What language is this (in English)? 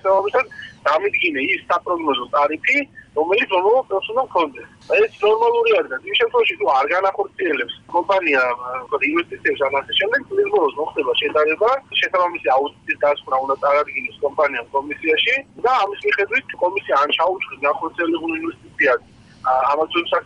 Georgian